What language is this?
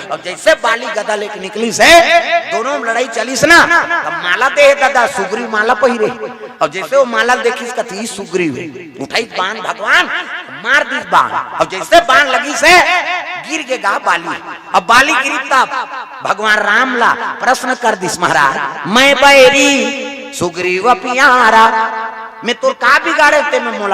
Chhattisgarhi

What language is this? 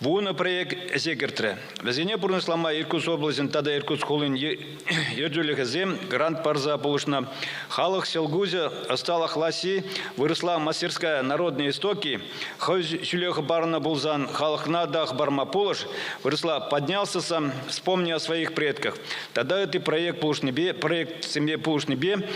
Chuvash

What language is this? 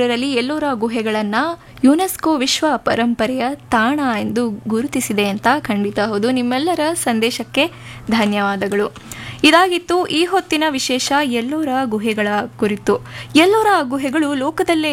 Kannada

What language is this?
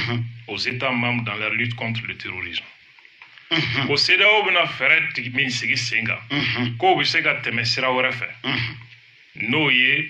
Bambara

